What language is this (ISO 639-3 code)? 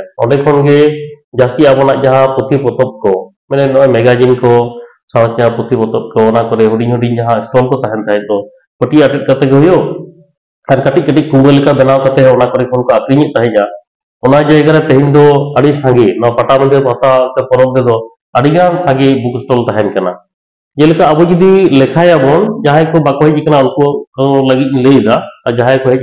sat